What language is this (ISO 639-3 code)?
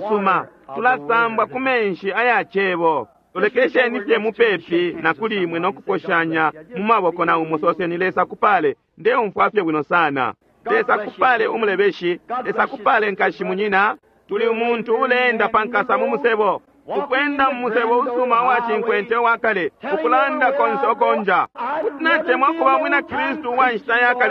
bem